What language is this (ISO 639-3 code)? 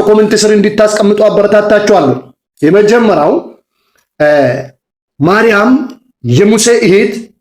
amh